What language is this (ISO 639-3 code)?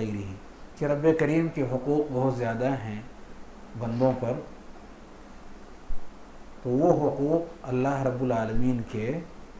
urd